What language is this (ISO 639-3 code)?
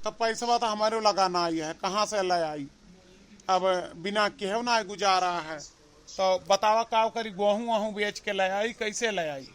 awa